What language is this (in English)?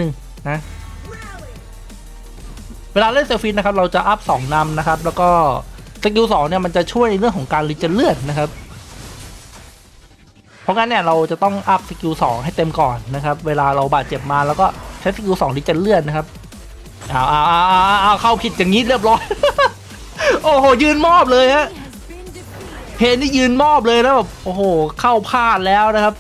Thai